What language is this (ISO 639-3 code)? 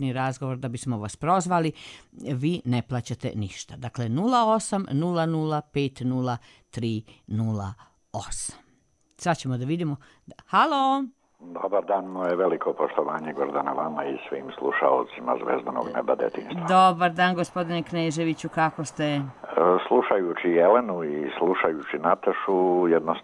srp